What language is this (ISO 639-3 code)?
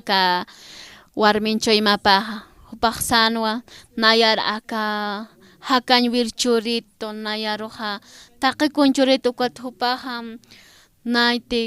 aym